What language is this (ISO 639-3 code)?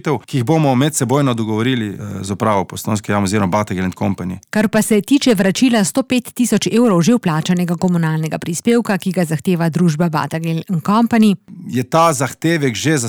slv